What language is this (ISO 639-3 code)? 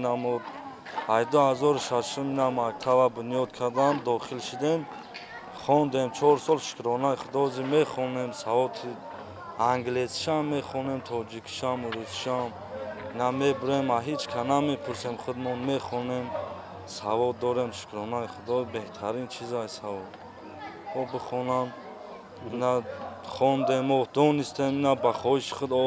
tgk